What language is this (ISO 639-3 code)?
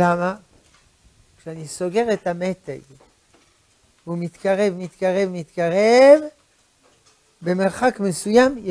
heb